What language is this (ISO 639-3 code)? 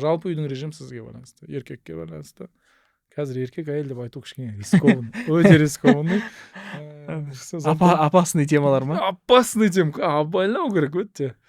kaz